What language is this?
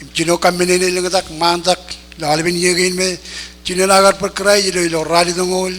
Marshallese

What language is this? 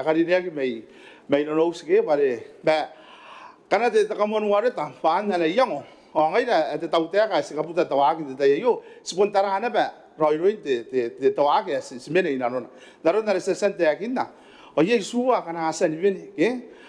Gilbertese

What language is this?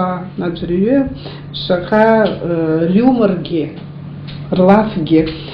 Abkhazian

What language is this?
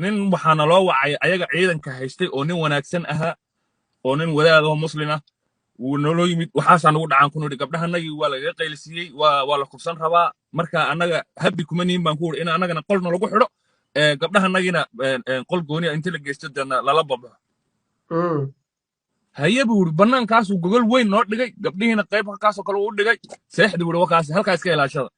Somali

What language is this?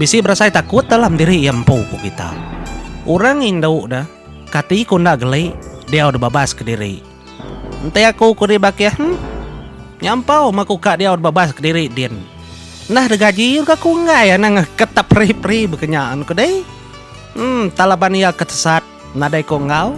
Iban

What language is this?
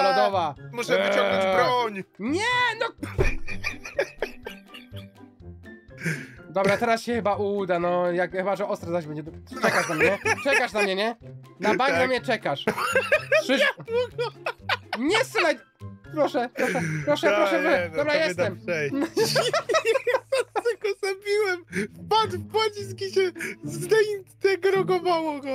Polish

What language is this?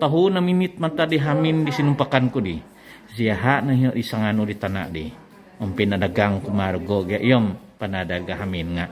Central Dusun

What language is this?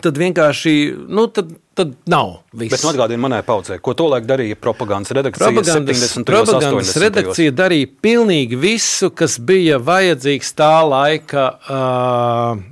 Latvian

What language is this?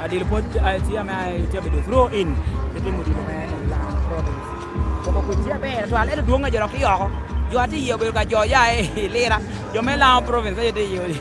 Lango (Uganda)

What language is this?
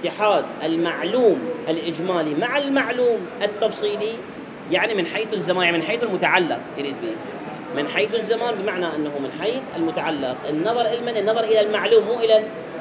Arabic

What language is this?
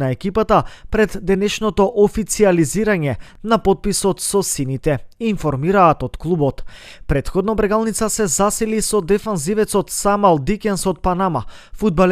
Macedonian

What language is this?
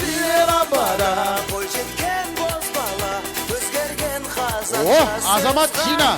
Kara-Kalpak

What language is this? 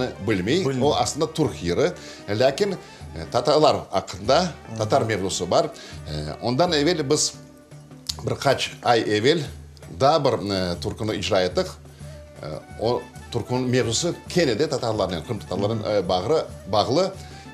Crimean Tatar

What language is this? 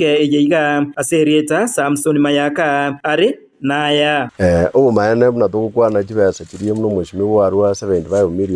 Gusii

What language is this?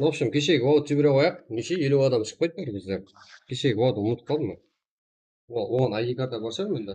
Kara-Kalpak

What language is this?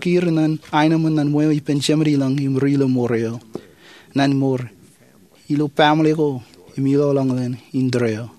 Marshallese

